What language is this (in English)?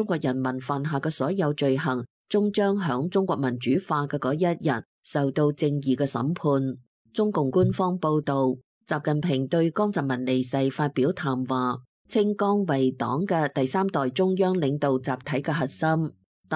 Cantonese